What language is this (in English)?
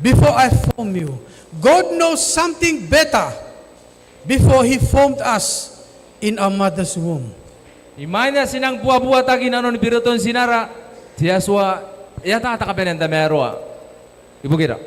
Gilbertese